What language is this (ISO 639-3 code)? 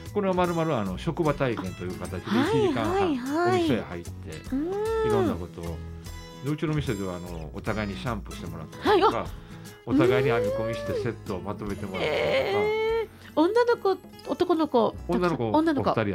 jpn